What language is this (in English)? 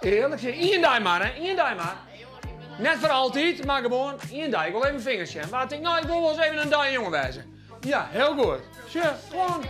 Western Frisian